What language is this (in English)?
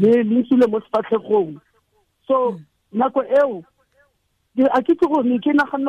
Tswana